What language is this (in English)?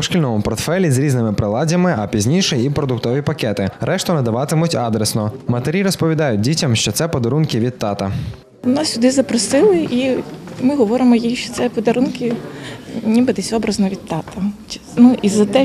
Ukrainian